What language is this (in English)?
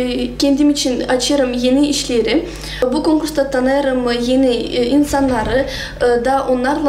Gagauz